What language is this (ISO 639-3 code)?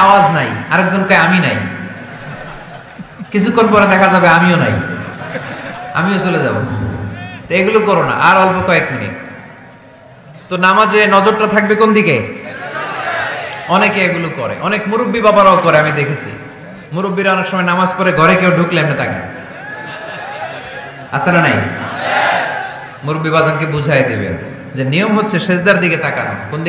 ben